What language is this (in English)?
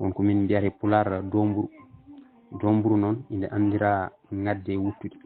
Fula